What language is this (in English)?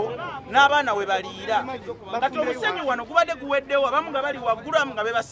Ganda